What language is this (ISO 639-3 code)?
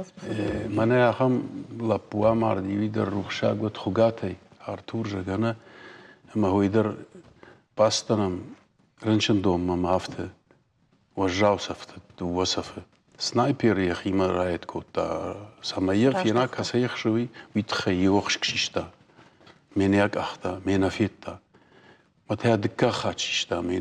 oss